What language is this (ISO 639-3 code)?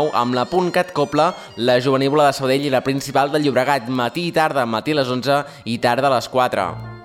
cat